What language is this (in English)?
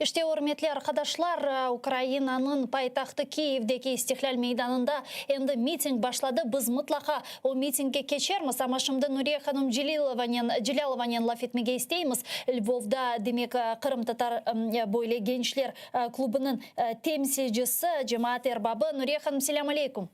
Crimean Tatar